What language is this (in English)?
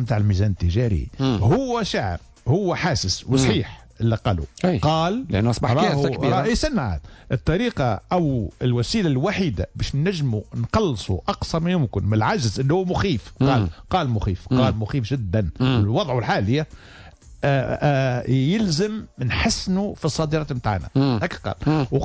Tunisian Arabic